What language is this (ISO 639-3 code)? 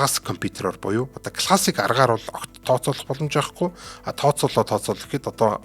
mon